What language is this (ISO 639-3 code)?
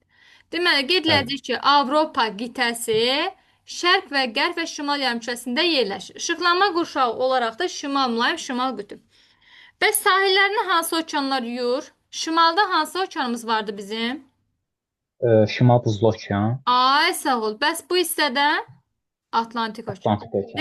aze